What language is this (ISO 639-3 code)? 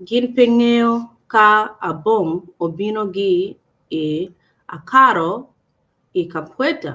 ach